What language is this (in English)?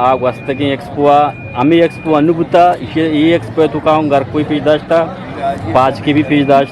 Eastern Balochi